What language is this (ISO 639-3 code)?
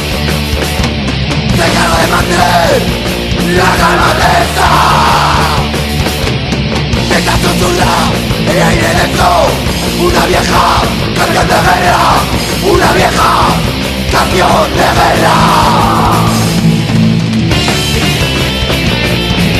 spa